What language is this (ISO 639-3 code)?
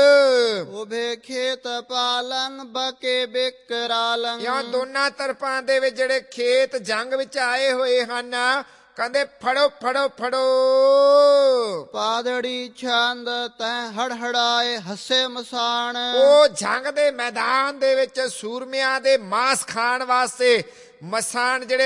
pan